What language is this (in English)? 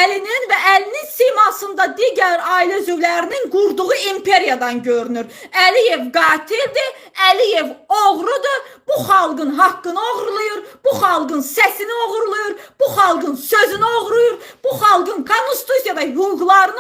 Azerbaijani